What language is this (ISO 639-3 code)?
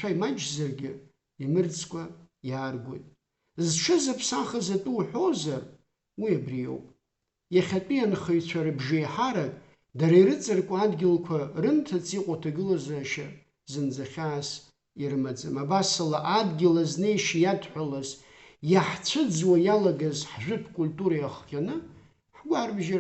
abk